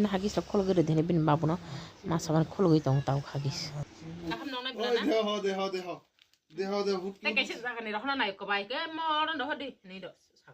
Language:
Kok Borok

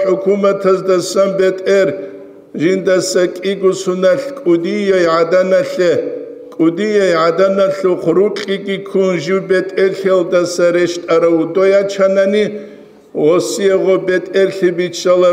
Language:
Avaric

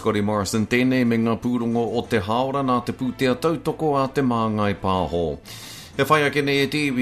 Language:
Māori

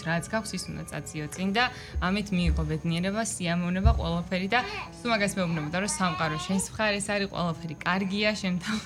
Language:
Georgian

